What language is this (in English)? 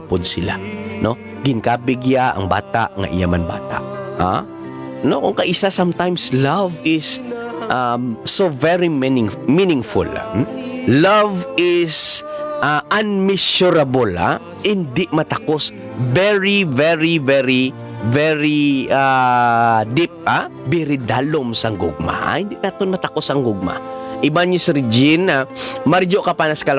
Hiligaynon